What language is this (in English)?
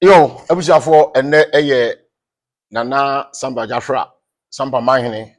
Akan